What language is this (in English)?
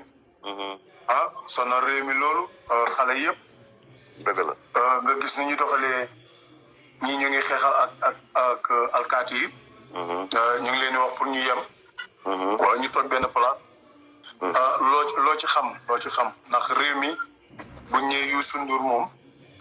Wolof